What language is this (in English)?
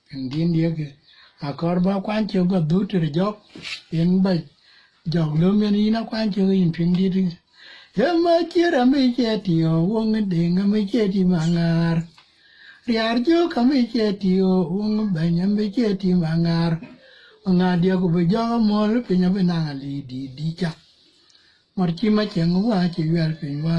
Dinka